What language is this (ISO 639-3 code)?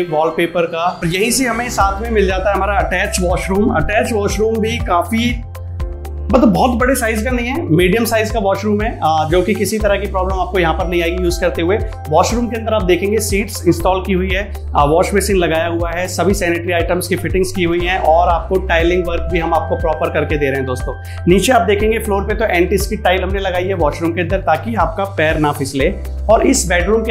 hin